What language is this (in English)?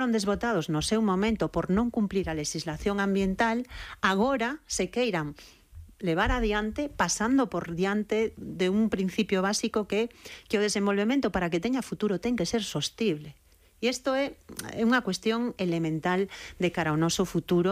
Galician